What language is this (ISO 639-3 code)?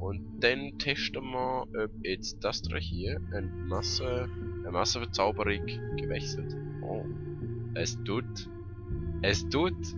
gsw